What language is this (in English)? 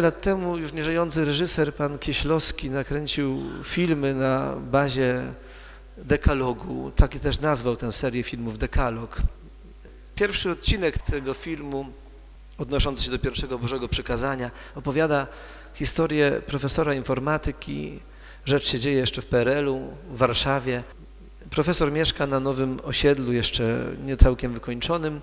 Polish